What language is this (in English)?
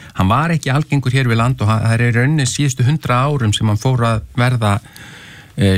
Icelandic